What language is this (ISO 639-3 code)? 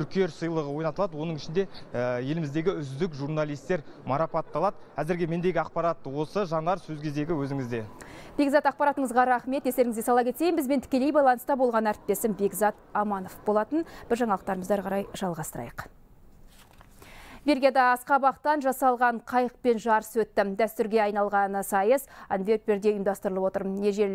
kaz